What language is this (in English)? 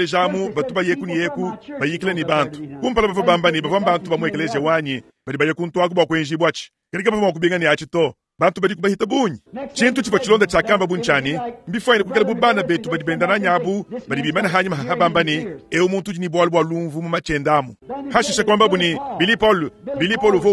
Luba-Lulua